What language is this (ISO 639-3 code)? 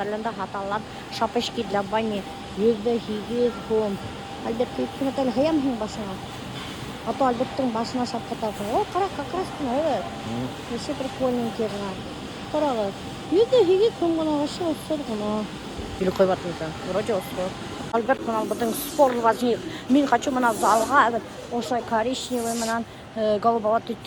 bak